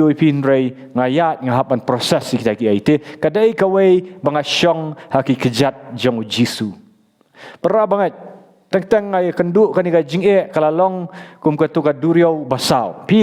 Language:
Khasi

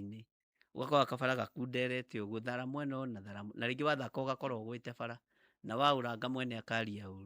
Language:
Kikuyu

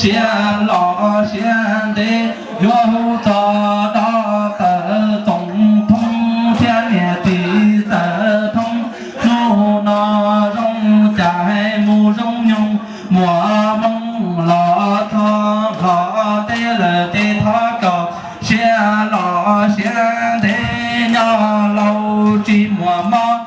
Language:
Hmong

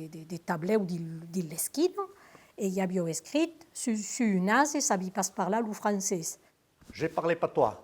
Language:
Occitan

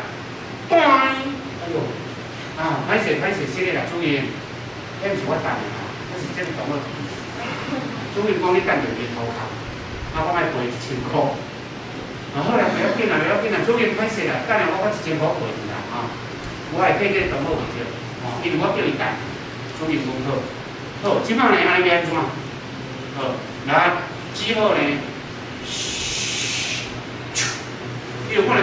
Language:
Min Nan Chinese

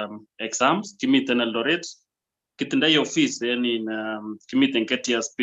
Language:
Kalenjin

